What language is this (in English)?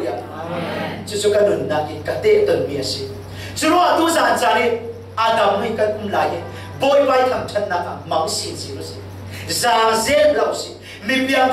Falam Chin